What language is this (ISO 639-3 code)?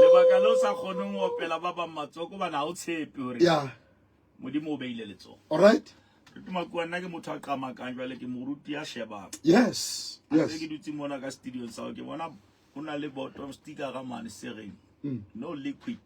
sot